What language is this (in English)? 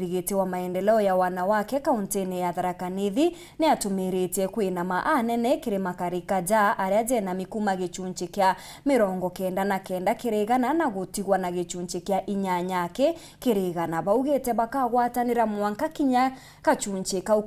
Meru